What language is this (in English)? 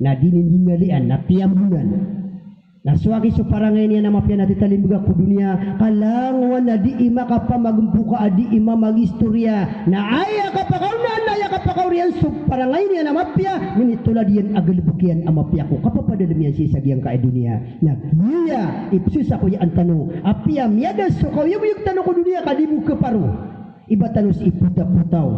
Maranao